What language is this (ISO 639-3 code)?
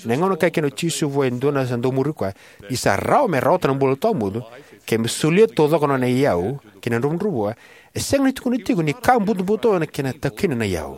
fij